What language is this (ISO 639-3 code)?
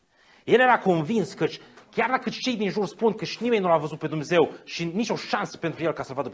ron